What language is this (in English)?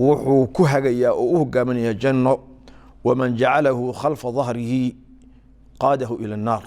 Somali